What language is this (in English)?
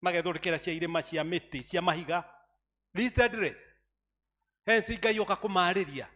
Kikuyu